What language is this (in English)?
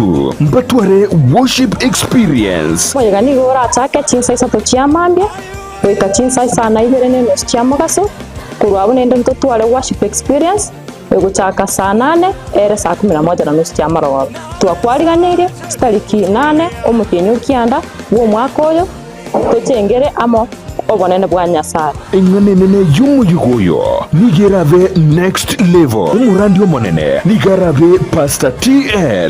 Gusii